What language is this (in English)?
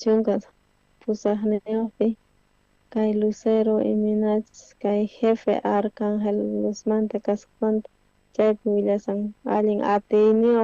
South Bolivian Quechua